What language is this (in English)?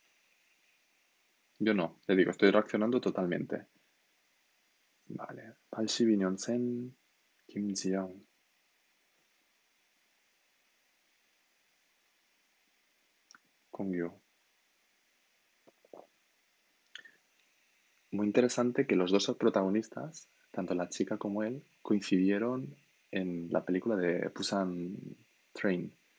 Spanish